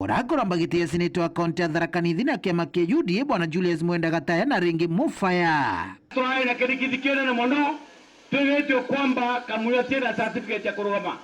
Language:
Meru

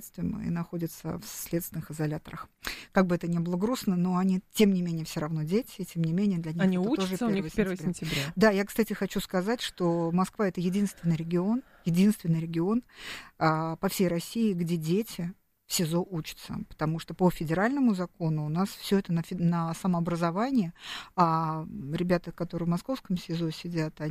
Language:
Russian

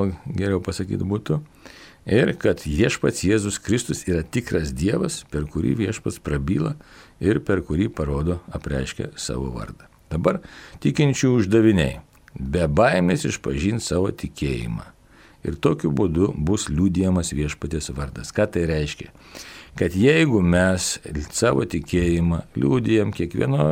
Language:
Lithuanian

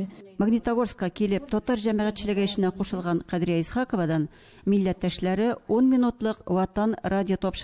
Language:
Tatar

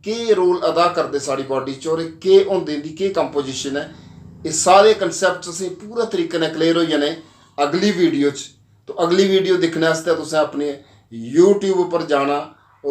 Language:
Dogri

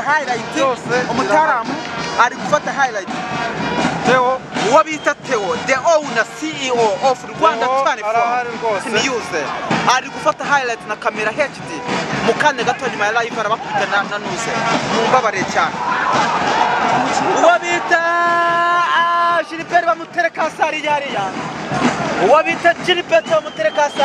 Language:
Kinyarwanda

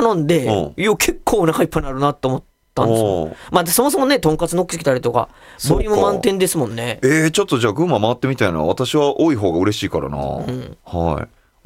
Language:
Japanese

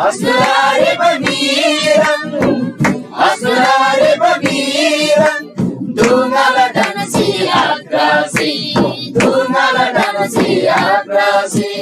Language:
Eastern Tamang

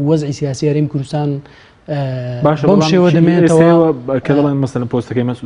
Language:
Central Kurdish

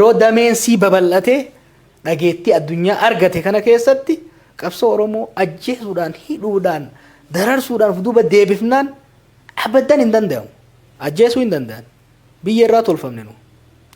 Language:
Oromo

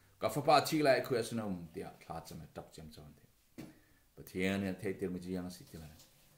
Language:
Falam Chin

